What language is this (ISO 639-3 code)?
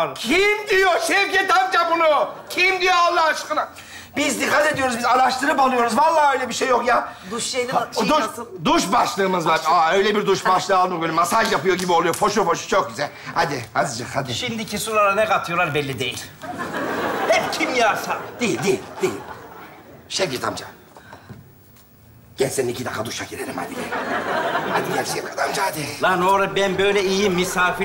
tur